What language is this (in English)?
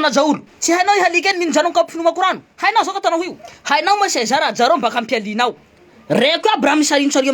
Malagasy